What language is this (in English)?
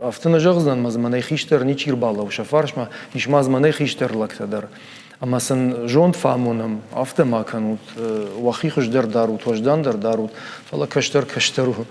Ossetic